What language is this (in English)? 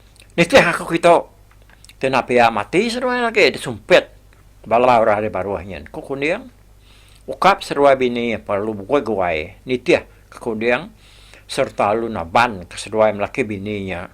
Iban